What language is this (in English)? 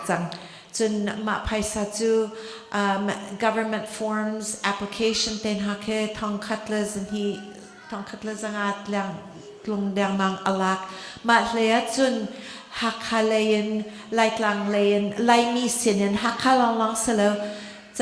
Hakha Chin